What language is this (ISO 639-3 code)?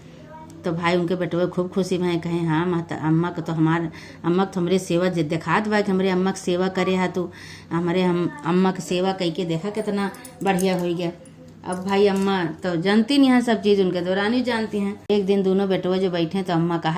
awa